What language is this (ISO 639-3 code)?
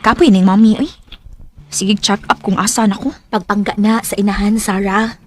ceb